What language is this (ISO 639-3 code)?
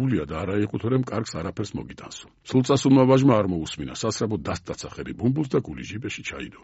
kat